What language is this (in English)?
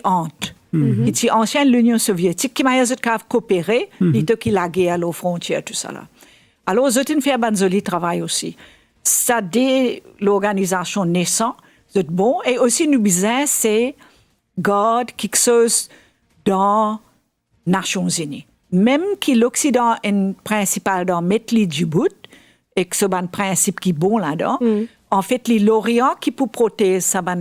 Morisyen